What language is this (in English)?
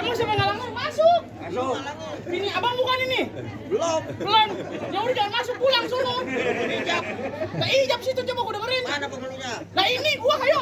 Betawi